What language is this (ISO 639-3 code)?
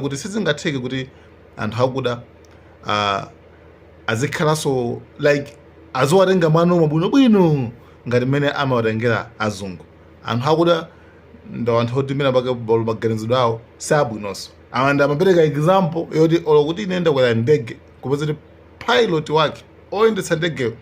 nya